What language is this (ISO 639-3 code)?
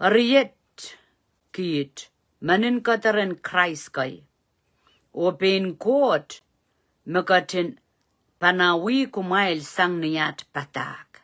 pon